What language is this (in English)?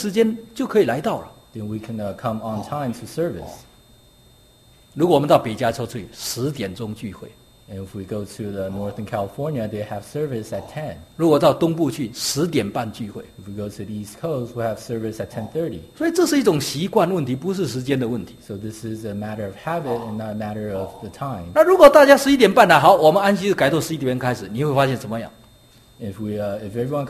Chinese